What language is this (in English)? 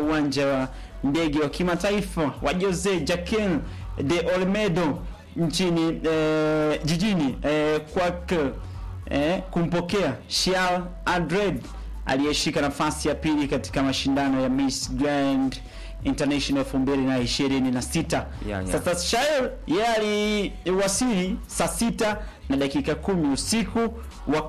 Swahili